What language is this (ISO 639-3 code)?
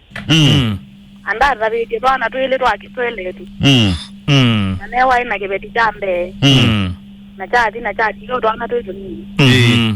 kam